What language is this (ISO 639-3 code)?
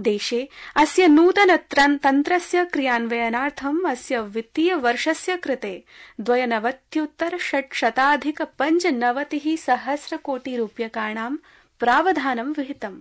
san